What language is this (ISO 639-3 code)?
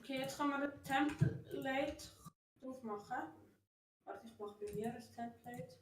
gsw